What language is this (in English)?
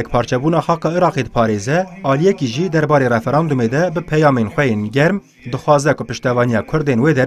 Kurdish